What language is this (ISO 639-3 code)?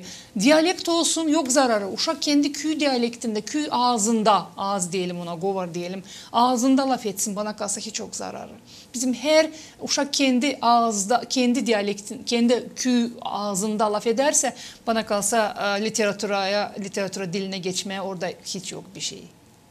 gag